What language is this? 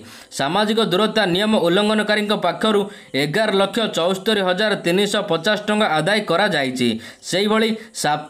Odia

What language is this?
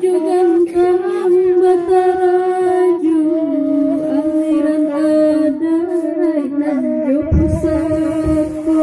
Minangkabau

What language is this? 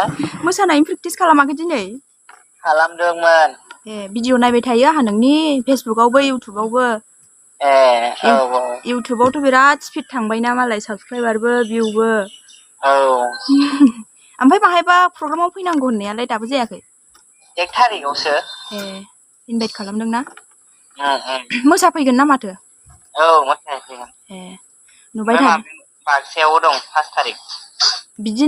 Bodo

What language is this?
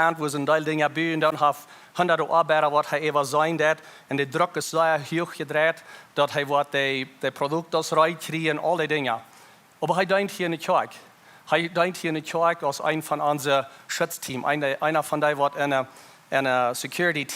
Plautdietsch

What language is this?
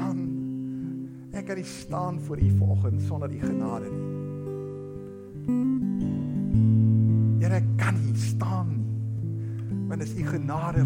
Afrikaans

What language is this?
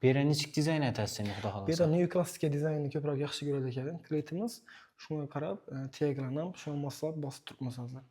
Uzbek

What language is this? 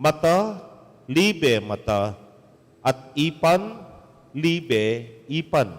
Pampanga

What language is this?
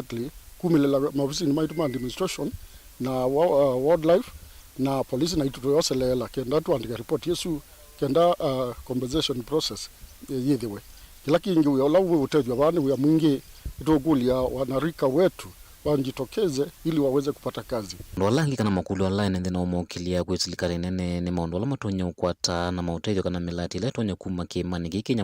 Kamba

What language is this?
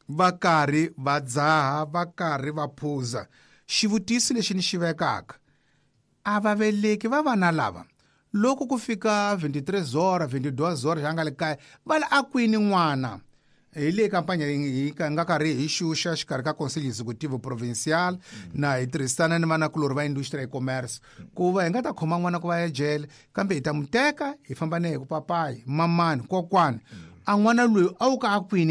Tsonga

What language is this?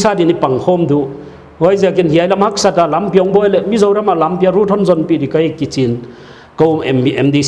Paite Chin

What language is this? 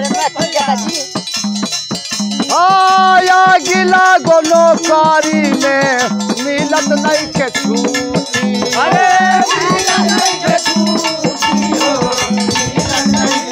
Bhojpuri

